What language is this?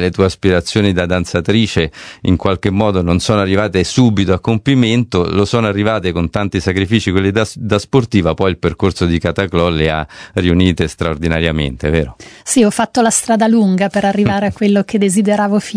Italian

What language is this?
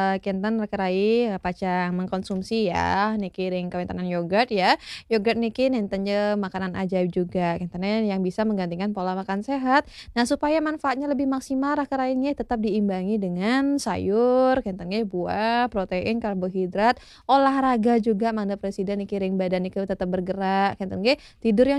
Balinese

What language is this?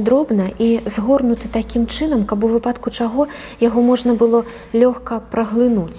Belarusian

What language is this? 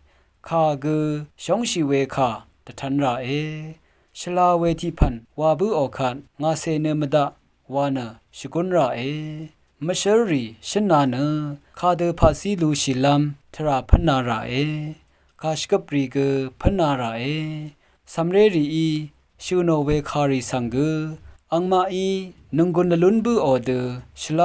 Rawang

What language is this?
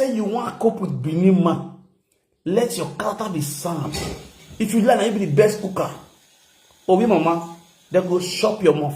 Nigerian Pidgin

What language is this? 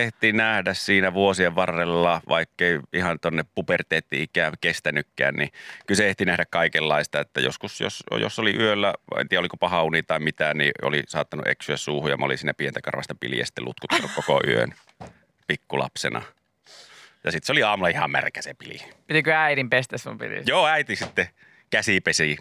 Finnish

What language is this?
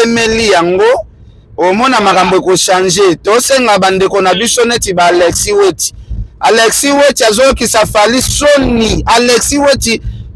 Lingala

